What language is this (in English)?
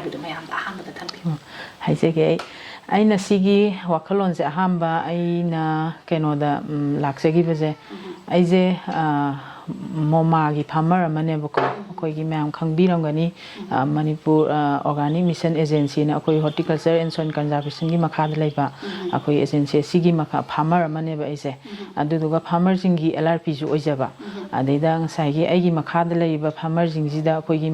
Manipuri